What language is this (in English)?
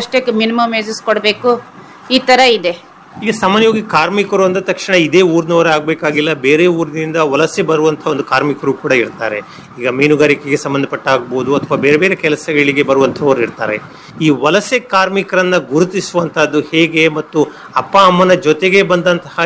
Kannada